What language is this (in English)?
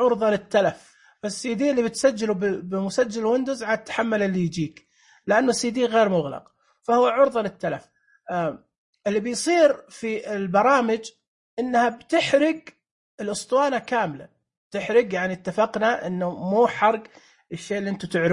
Najdi Arabic